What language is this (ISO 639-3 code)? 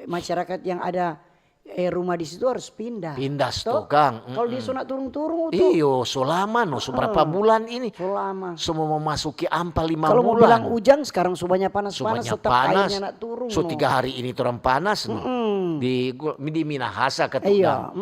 xmm